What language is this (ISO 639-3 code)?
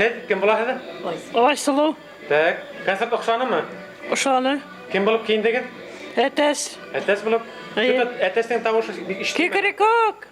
bak